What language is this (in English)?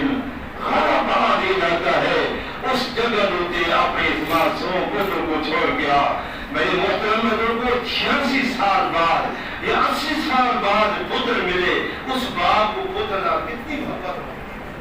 Saraiki